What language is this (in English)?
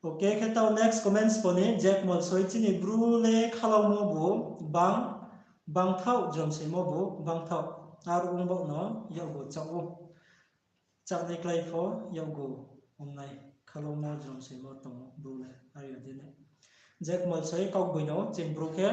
Riang (India)